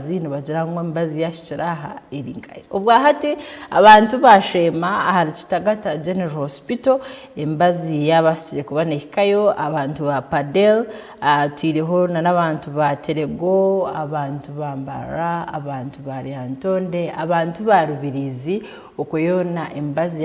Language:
Nyankole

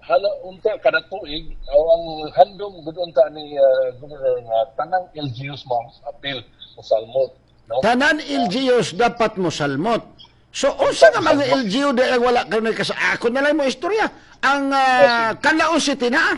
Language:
Cebuano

